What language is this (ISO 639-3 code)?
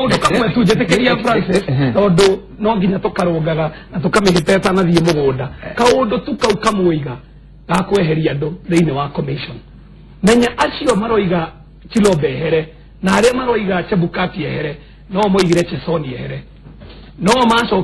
kik